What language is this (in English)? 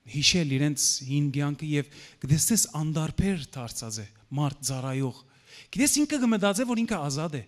Western Armenian